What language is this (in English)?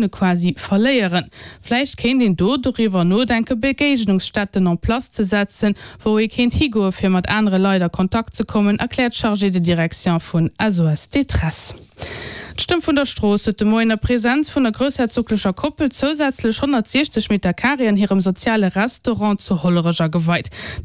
Luxembourgish